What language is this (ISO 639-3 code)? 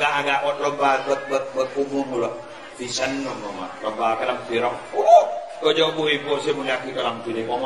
mad